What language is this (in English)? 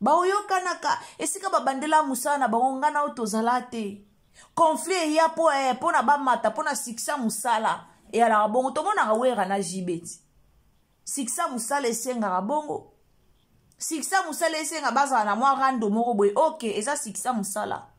Lingala